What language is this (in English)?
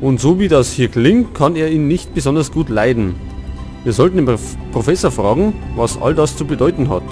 Bavarian